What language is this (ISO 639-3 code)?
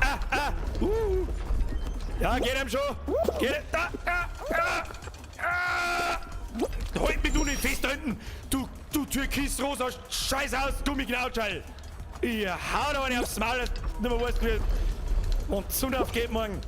bar